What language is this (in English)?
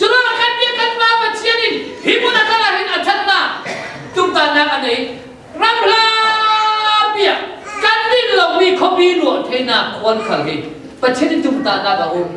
Falam Chin